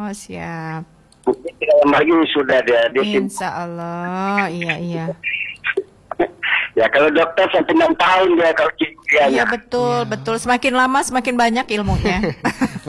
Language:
Indonesian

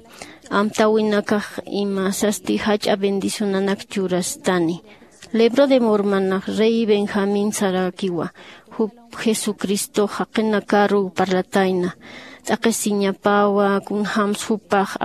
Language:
Aymara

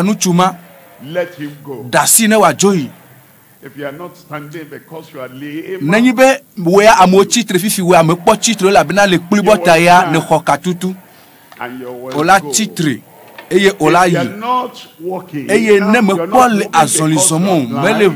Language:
Ewe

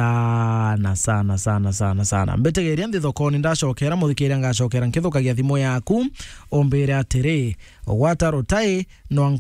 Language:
Meru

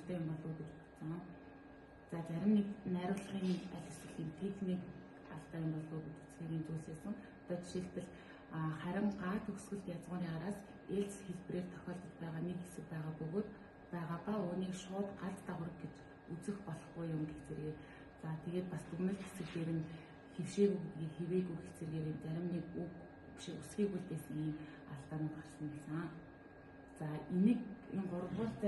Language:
Mongolian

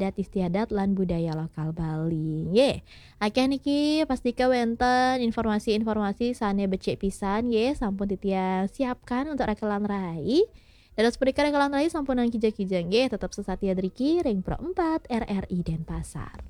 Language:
Balinese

